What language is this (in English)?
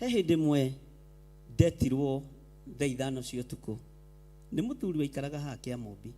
Kikuyu